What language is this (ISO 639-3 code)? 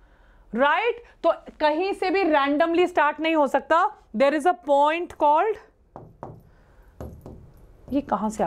hin